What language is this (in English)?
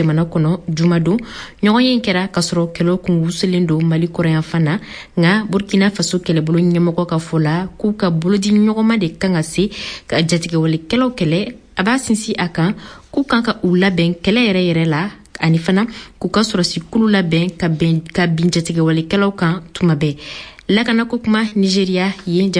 Bambara